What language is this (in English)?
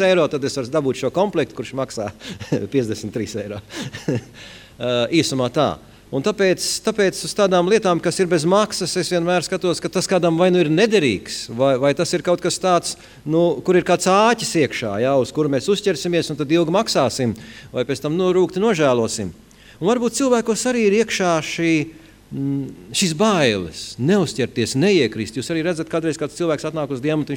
Latvian